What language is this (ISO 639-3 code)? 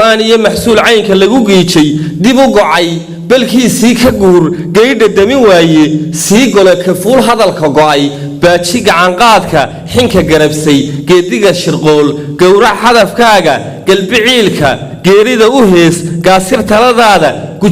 som